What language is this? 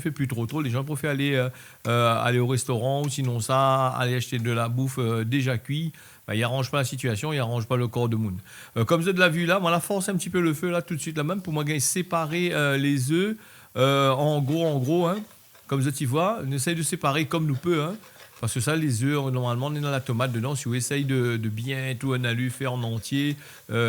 Réunion Creole French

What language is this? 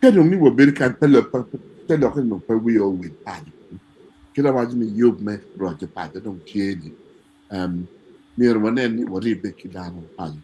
Acoli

